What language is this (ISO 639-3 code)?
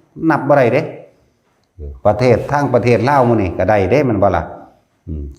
lao